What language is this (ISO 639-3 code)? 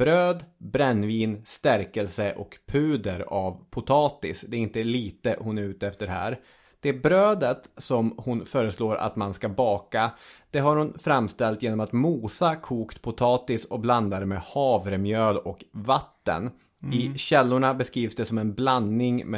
swe